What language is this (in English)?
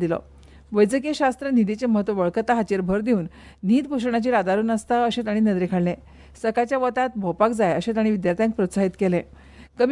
Konkani